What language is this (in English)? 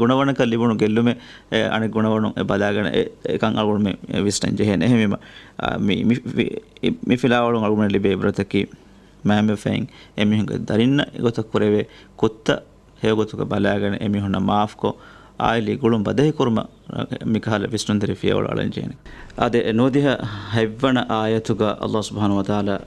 Divehi